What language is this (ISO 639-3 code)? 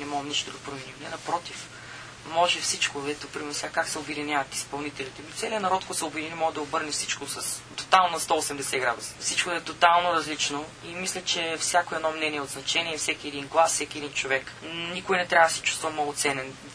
bul